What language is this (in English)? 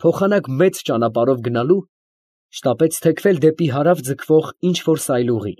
Armenian